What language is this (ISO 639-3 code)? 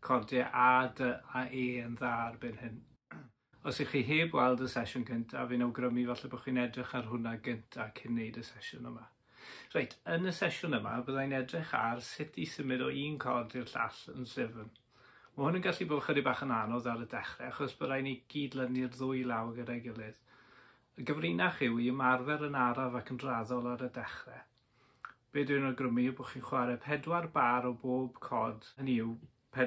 cym